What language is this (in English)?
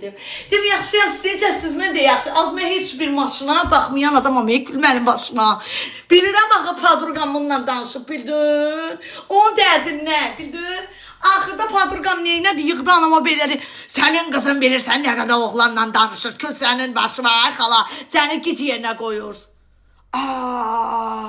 Azerbaijani